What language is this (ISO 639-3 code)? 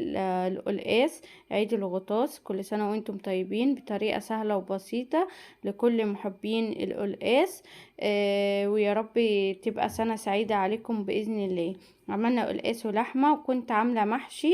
arz